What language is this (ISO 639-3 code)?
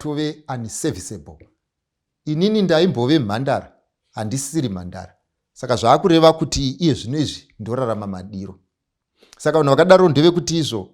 sna